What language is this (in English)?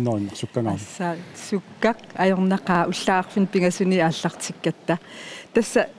Kalaallisut